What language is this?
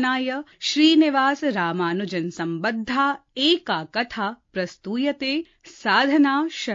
Sanskrit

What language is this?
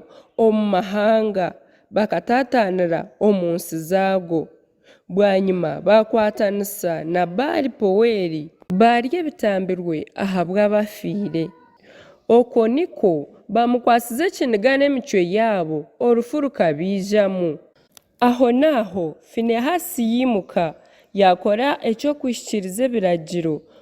Nyankole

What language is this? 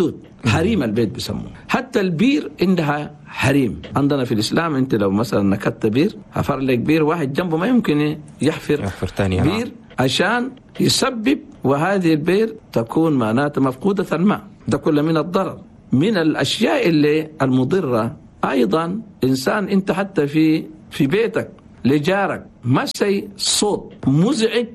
Chadian Arabic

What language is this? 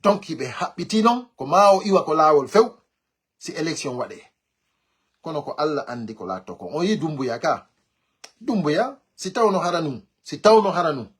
Fula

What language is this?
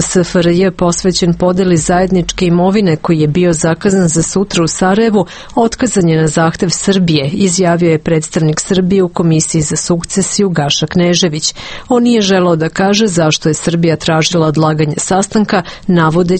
Serbian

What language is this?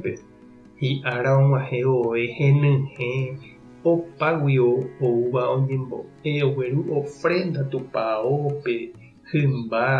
Guarani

